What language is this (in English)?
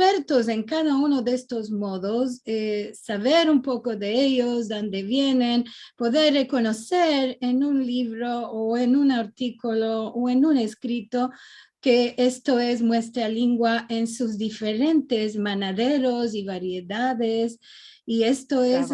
Ladino